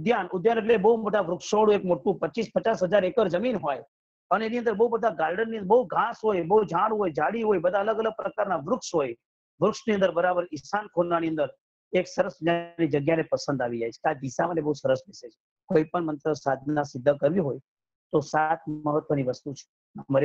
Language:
Gujarati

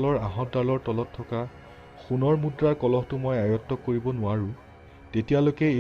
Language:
Assamese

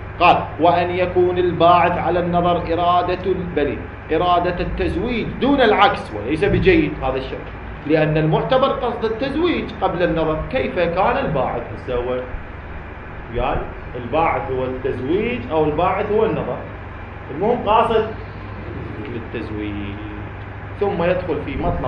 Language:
Arabic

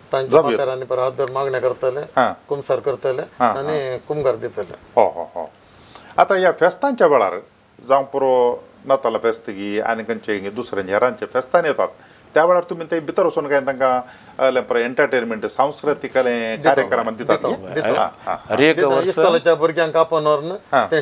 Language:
Konkani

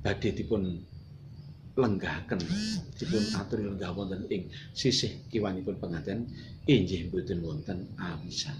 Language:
Javanese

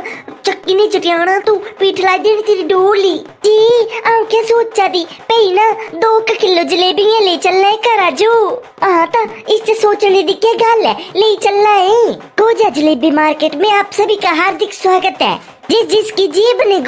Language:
Punjabi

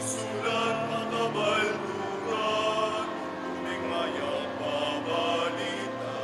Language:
Pampanga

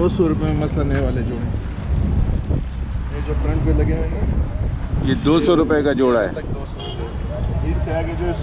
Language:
Hindi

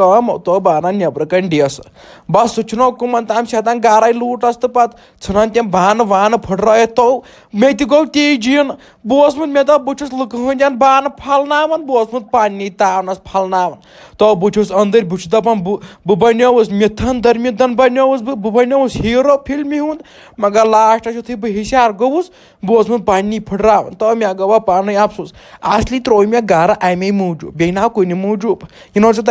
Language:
Kashmiri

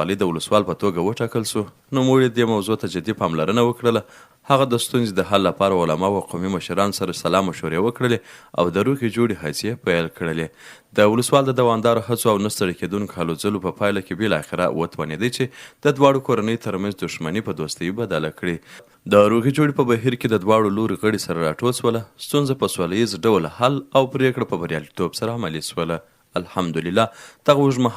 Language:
Pashto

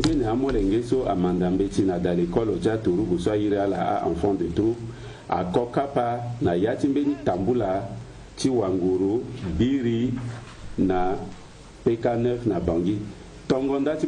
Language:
Sango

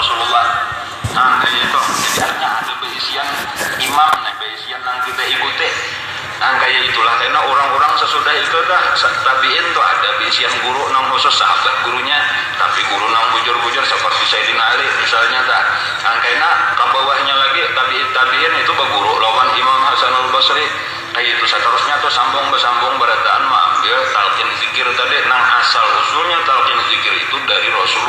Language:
Banjar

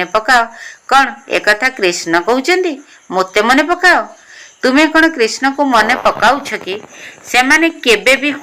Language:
Odia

